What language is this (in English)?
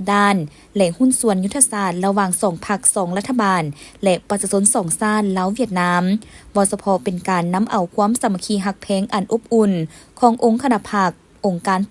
Lao